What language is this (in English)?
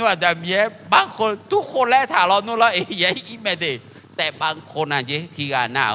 Akha